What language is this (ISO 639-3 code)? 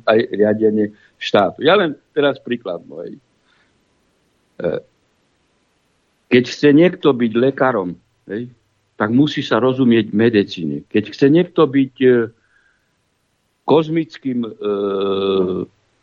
slk